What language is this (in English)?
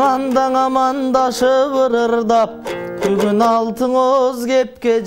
Kyrgyz